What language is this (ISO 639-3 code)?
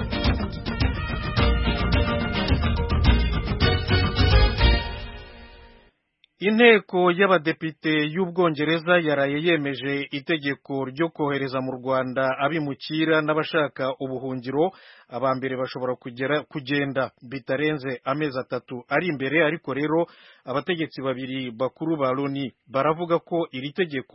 kin